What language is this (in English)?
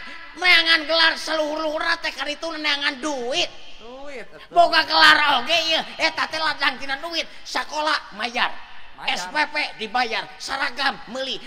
Sundanese